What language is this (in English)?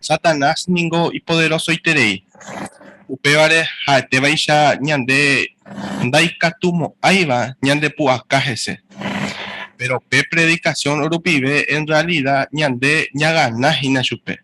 Guarani